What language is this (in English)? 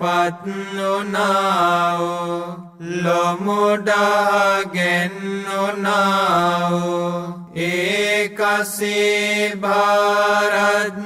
Sinhala